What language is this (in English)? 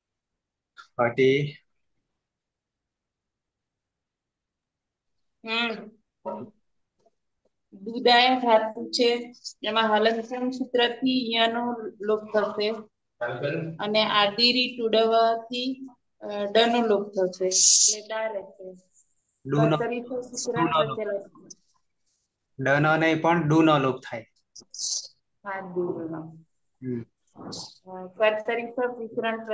Gujarati